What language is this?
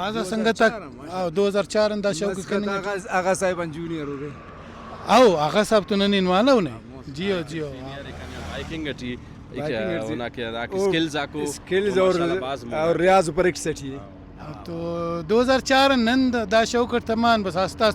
Brahui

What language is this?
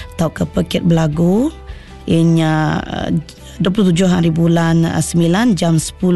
Malay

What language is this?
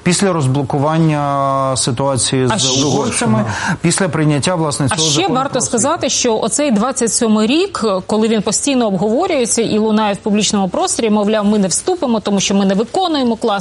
Ukrainian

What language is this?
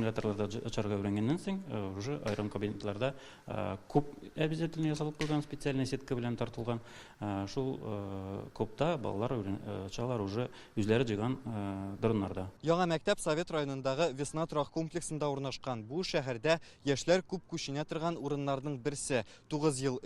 Tatar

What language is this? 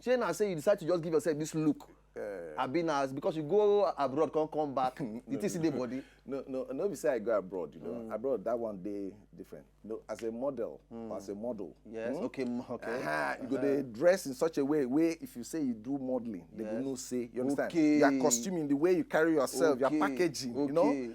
Nigerian Pidgin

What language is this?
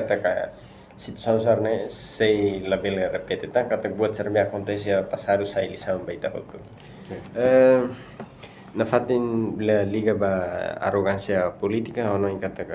Tetum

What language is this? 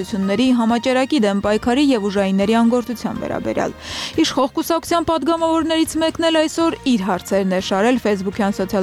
Armenian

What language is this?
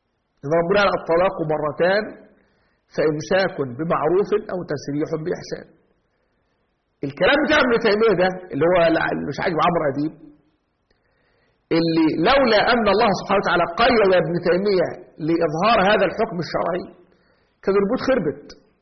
Egyptian Arabic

